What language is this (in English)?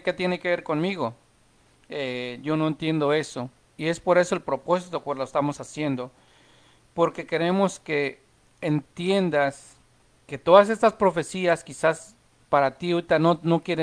Spanish